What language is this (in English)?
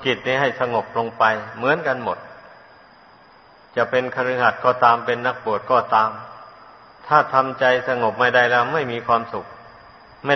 Thai